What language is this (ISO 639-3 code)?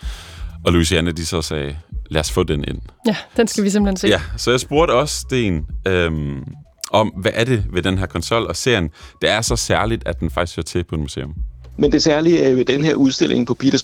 dan